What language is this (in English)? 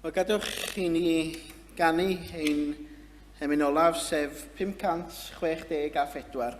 Welsh